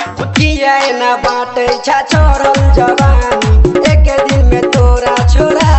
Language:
Bhojpuri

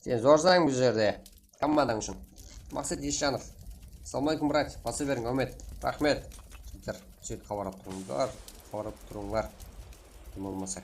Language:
Kara-Kalpak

